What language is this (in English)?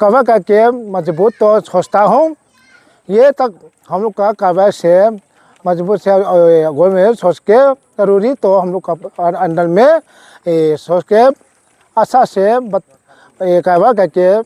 Paite Chin